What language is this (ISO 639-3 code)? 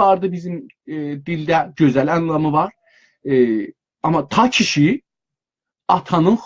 azb